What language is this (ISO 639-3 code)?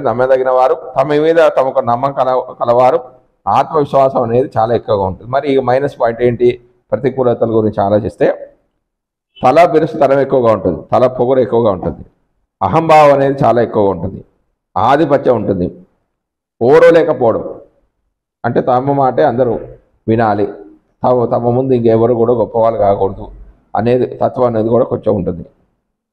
tel